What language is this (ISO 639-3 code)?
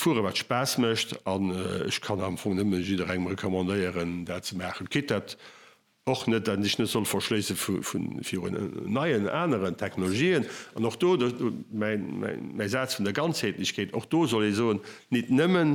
ltz